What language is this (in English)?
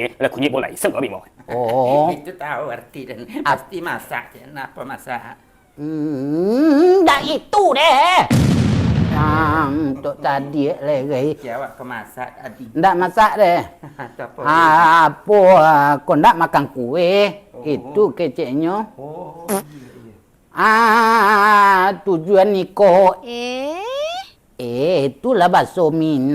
Minangkabau